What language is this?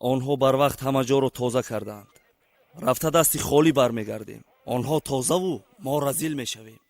Tajik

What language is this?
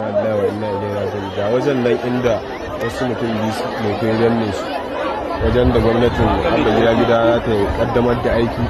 Hausa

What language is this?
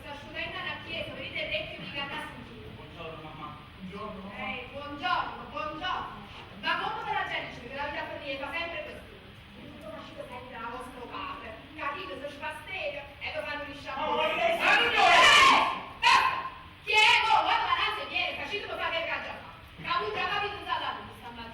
Neapolitan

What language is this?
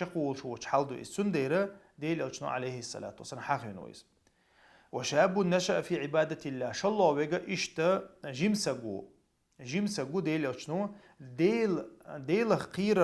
Chechen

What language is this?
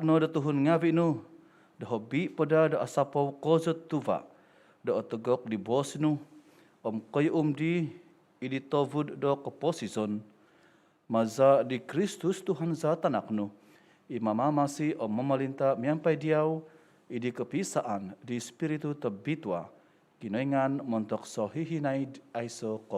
Central Dusun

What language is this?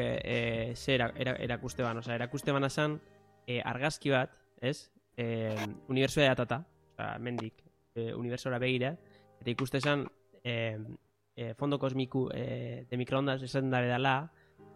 Basque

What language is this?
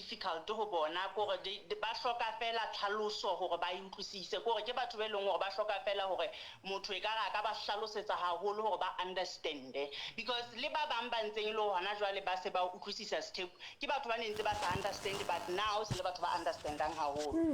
Southern Sotho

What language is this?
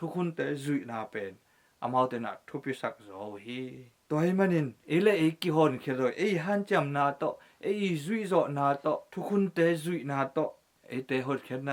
Tedim Chin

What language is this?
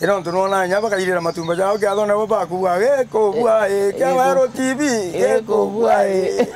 Meru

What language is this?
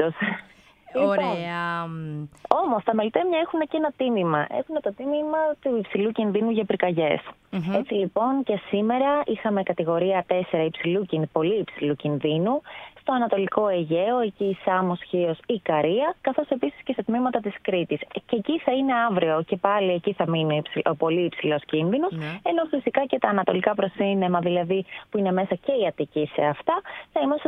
Greek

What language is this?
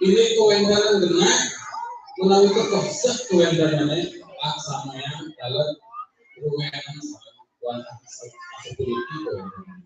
Balinese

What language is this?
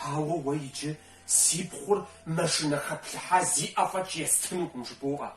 Kabardian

